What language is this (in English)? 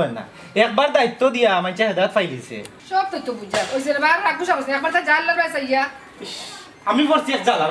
Sylheti